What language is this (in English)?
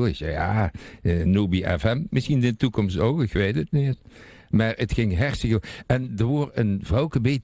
Limburgish